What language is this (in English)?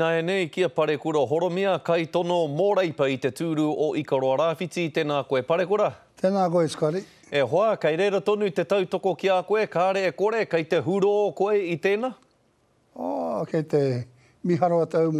Māori